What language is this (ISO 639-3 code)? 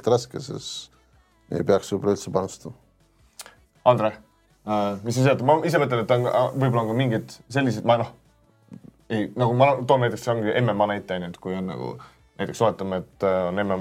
est